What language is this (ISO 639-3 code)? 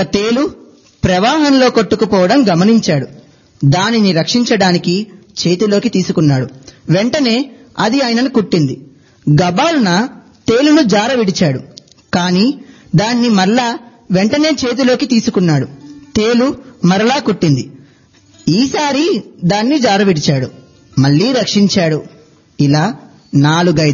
tel